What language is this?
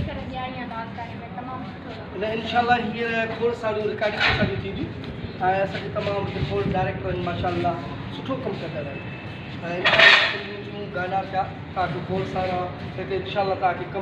Sindhi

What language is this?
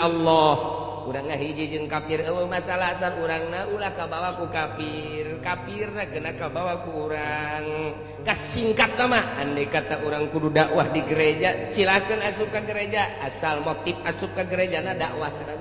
Sundanese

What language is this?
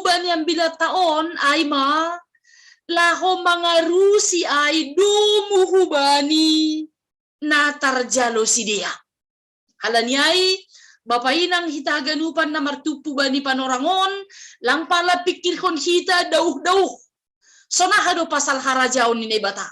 Batak Simalungun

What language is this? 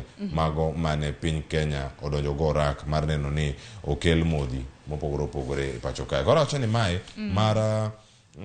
Luo (Kenya and Tanzania)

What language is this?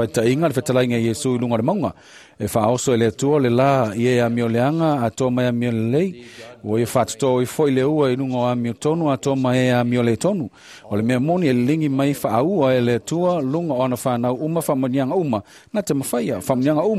Samoan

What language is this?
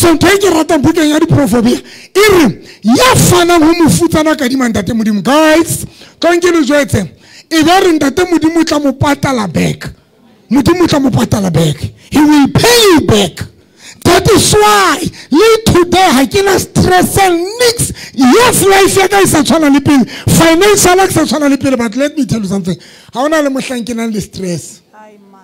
Southern Sotho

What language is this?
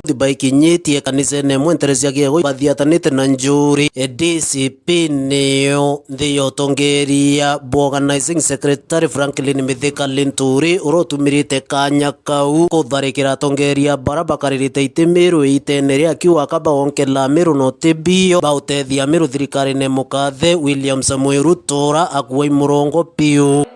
Meru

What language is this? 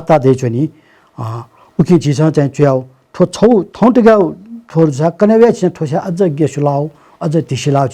Newari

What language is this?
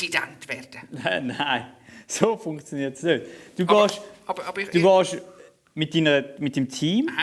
Swiss German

